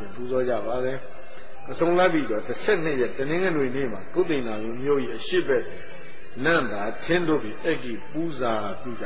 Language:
Burmese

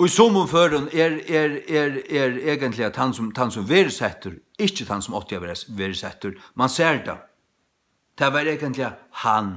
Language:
Faroese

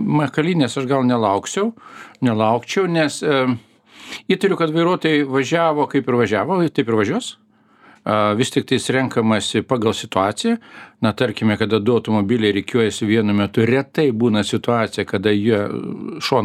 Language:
Lithuanian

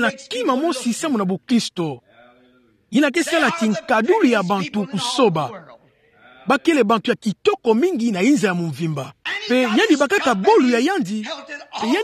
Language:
Kituba (Democratic Republic of Congo)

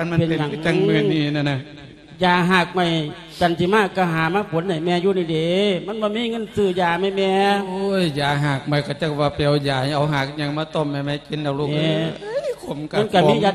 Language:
Lao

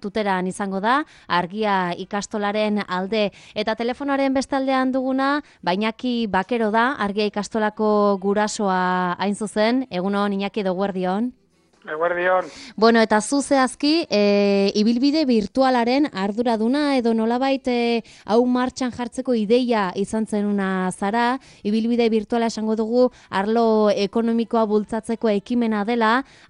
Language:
Basque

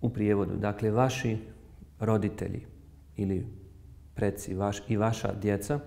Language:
Bosnian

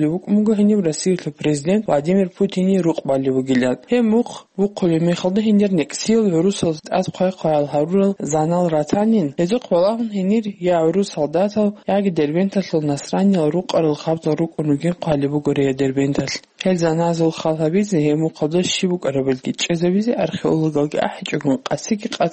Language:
Avaric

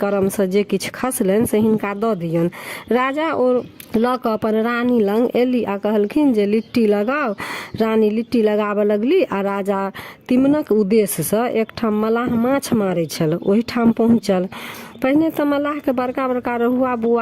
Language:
Maithili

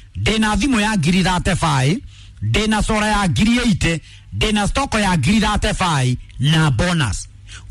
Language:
Kikuyu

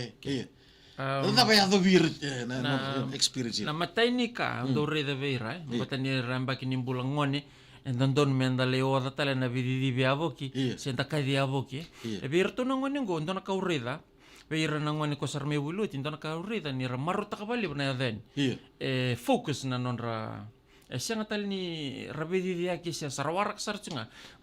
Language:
Fijian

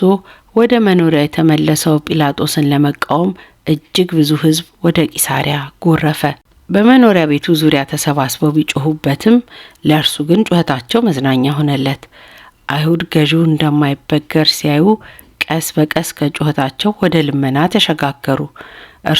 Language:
Amharic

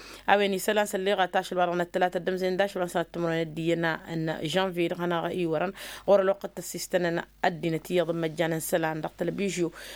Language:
Tamasheq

